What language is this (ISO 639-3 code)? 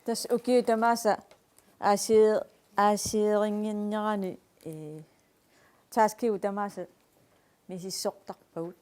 kal